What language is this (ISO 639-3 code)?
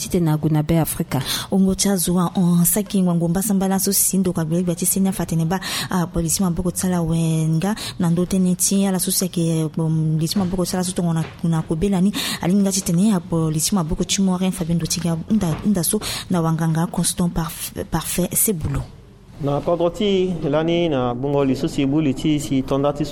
sag